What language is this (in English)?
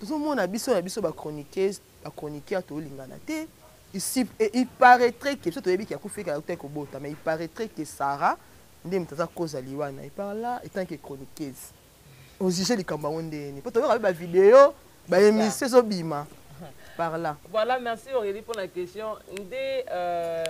Lingala